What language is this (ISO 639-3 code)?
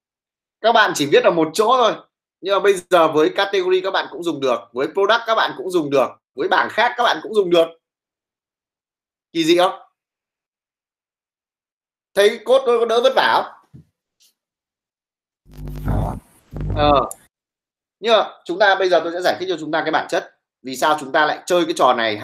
vie